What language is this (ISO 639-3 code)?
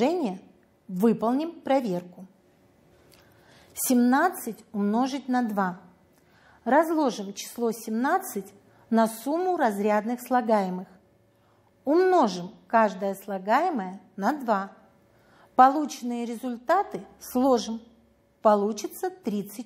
rus